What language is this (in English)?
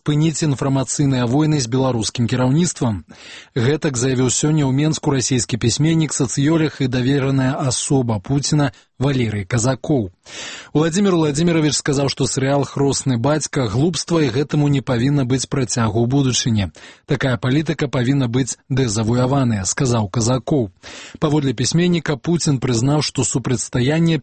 Belarusian